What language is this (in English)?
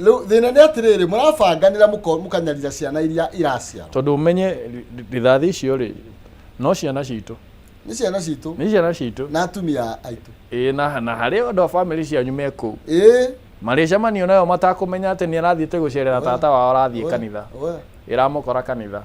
Kikuyu